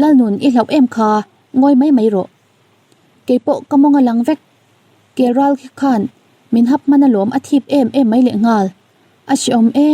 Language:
Mizo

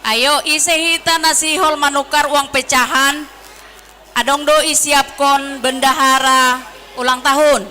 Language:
Batak Simalungun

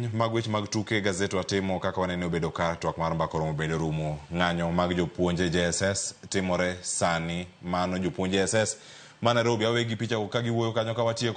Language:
Luo (Kenya and Tanzania)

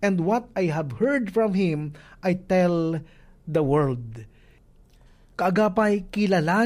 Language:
Filipino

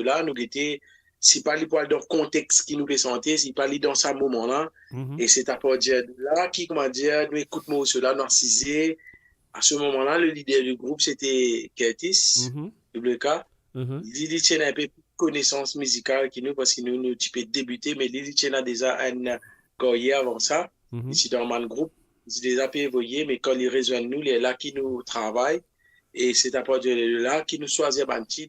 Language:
Morisyen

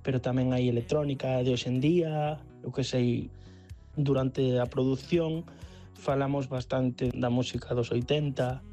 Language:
Galician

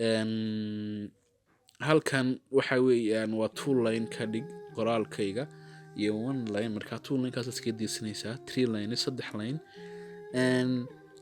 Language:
Somali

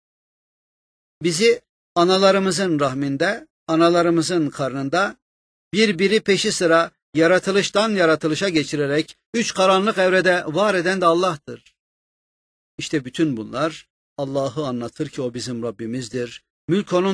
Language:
Turkish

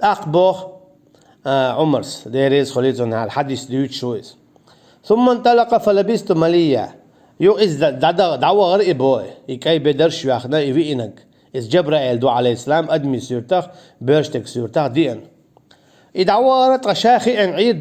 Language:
Chechen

